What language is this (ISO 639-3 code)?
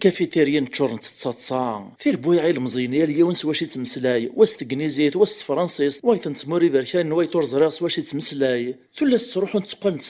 kab